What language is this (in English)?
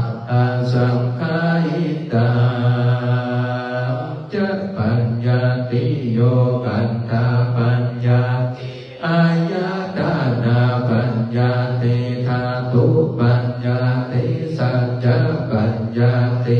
Pali